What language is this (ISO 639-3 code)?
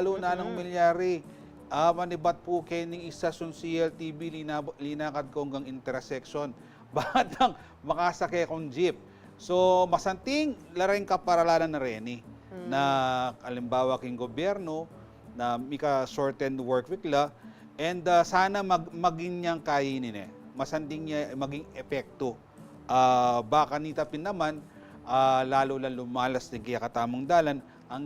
pam